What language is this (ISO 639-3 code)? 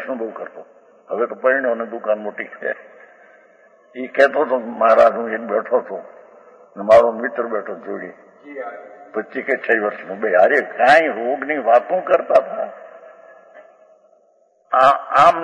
guj